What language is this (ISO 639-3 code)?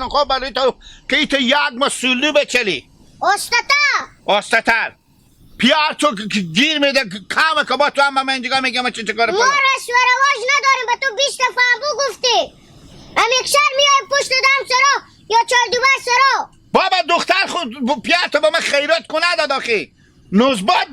fas